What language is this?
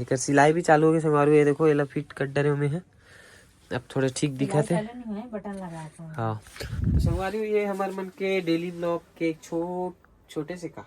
Chhattisgarhi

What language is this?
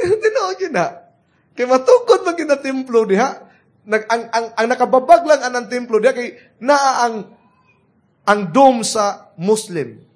Cebuano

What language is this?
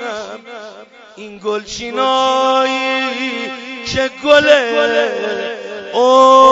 Persian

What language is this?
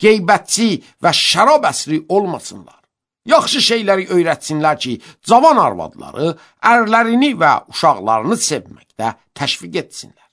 Azerbaijani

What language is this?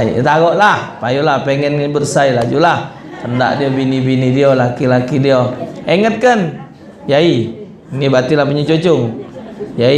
Musi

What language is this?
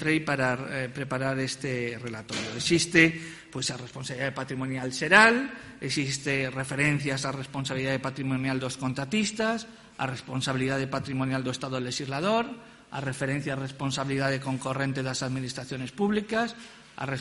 Galician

